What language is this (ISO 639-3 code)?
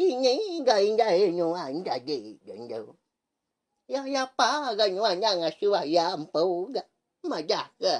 iba